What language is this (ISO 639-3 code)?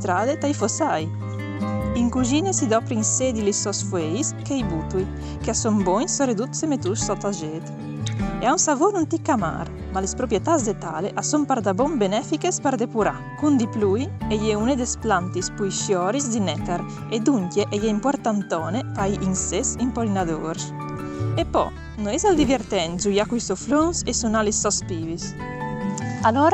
fur